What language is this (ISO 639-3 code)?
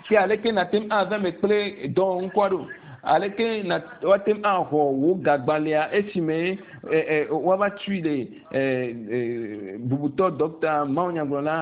ewe